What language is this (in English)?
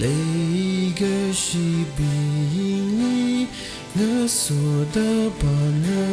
Tangkhul Naga (India)